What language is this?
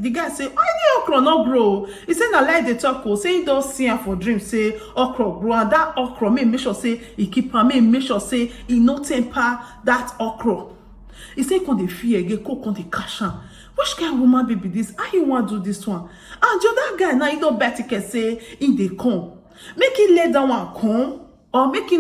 Nigerian Pidgin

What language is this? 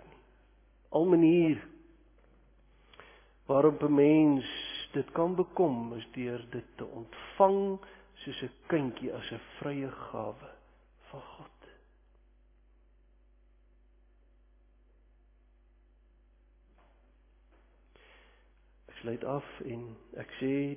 Afrikaans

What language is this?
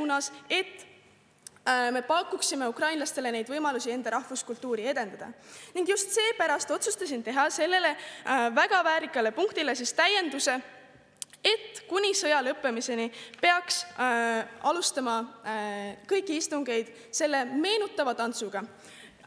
Estonian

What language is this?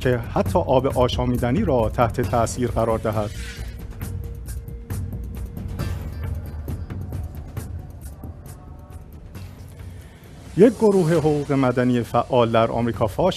Persian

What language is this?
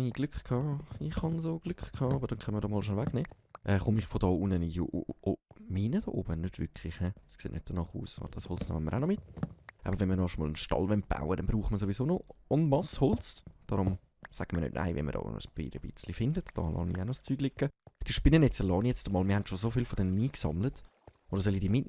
Swiss German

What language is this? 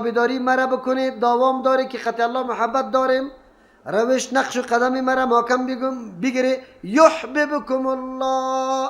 Persian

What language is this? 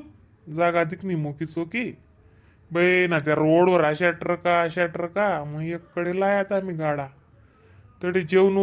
Khandesi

